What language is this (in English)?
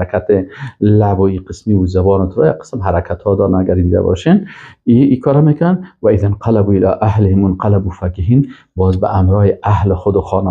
Persian